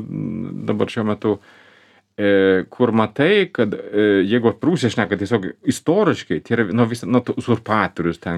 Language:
Lithuanian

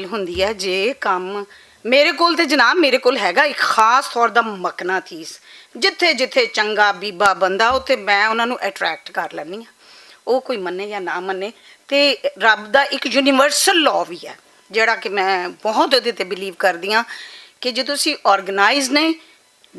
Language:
Western Panjabi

